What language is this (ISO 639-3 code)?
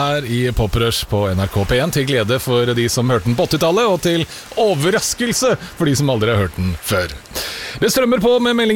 nor